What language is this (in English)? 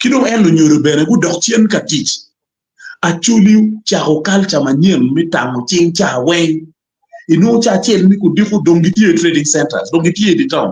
Acoli